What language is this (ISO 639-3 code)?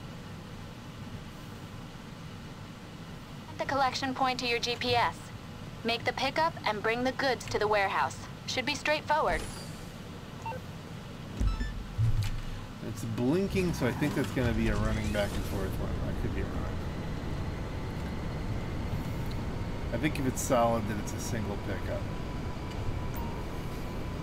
eng